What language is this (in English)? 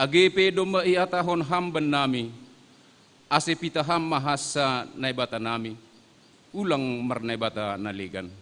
Batak Simalungun